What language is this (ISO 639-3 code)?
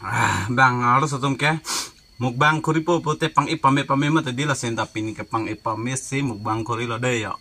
mjw